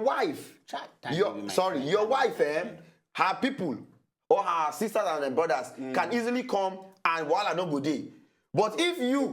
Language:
Nigerian Pidgin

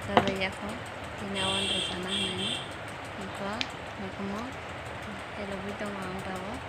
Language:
Kok Borok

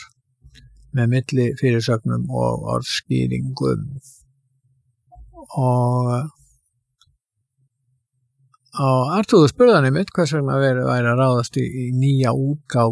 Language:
Icelandic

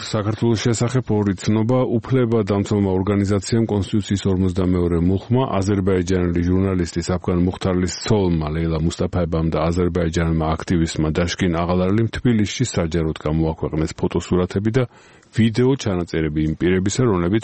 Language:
Georgian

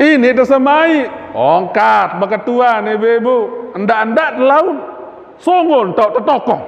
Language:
Sasak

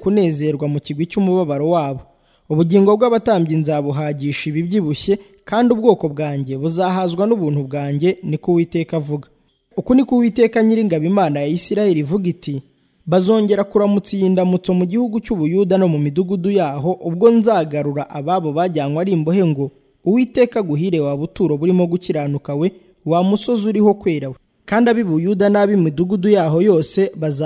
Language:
Kinyarwanda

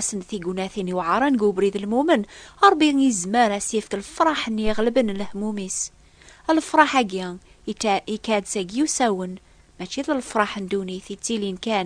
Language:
Kabyle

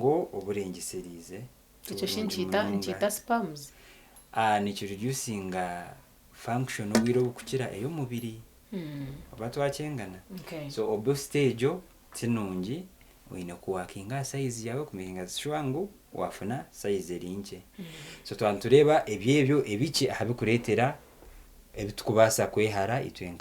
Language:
Nyankole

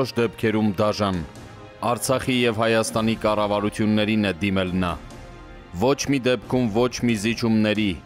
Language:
Armenian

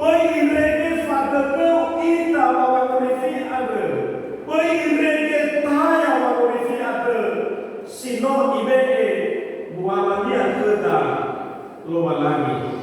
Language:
Nias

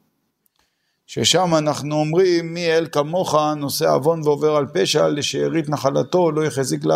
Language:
Hebrew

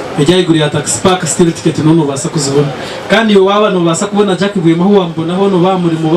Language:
Nyankole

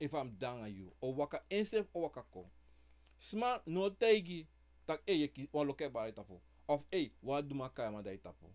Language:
Sranan Tongo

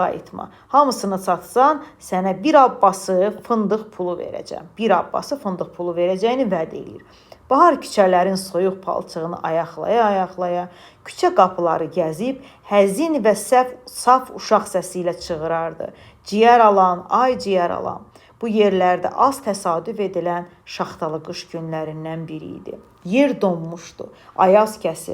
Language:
Azerbaijani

